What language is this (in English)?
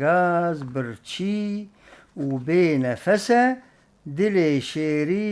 Kurdish